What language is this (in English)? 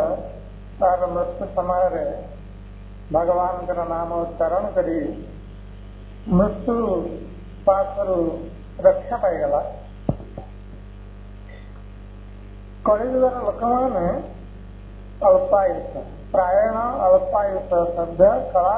Odia